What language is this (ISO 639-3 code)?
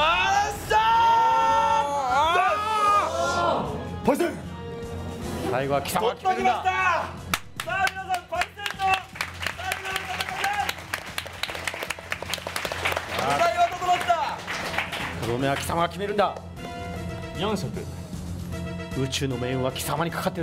jpn